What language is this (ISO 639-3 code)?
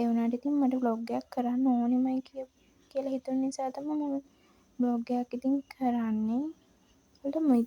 sin